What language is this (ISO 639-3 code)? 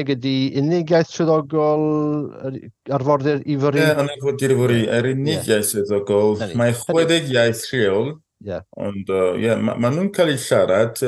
cym